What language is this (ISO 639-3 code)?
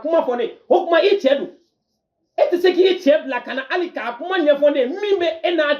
bam